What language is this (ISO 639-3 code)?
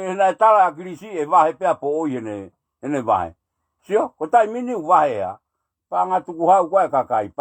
ton